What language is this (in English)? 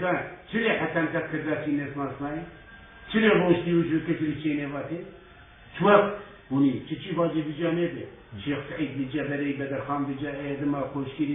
Zaza